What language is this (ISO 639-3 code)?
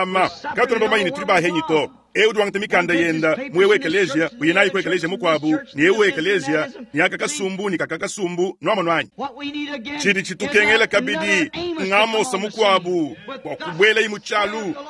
lua